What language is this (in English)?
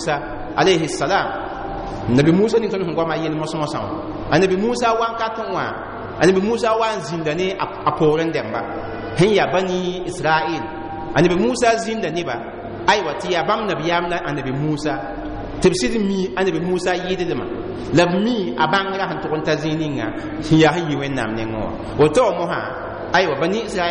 Mossi